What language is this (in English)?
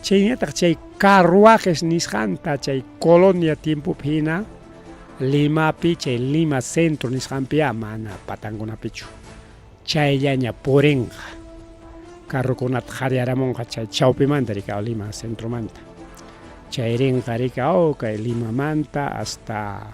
Ayacucho Quechua